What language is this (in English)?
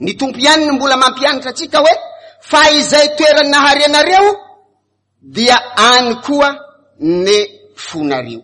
Malagasy